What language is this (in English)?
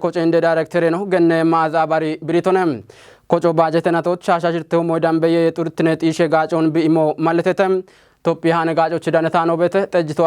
Kafa